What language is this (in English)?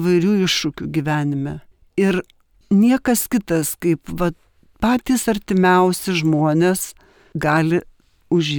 Lithuanian